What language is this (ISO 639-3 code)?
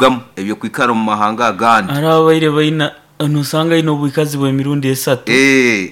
nyo